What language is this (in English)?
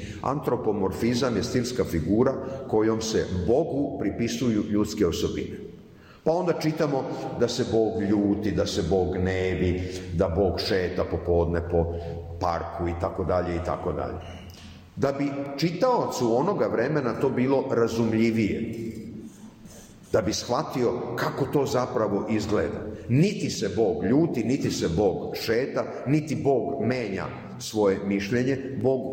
Serbian